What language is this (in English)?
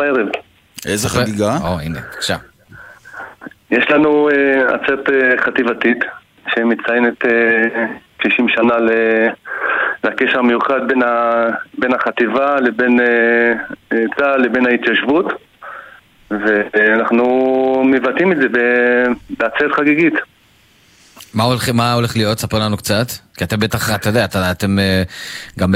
Hebrew